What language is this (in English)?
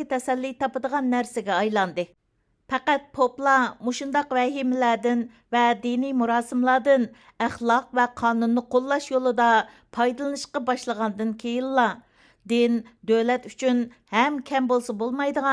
Uyghur